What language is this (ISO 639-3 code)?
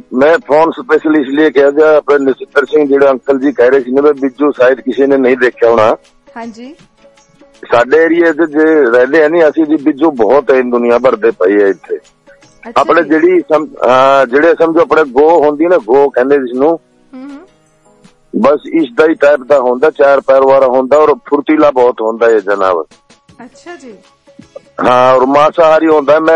pan